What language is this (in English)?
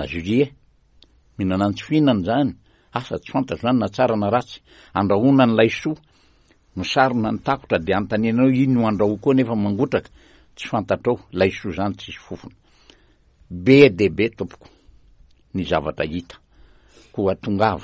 Malagasy